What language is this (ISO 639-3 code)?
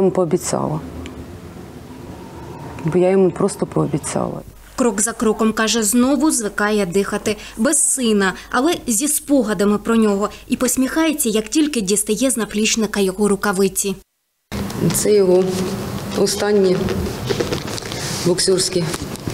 ukr